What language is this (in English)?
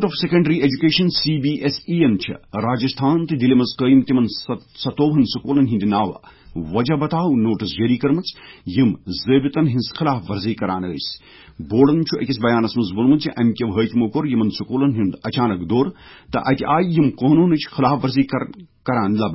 Kashmiri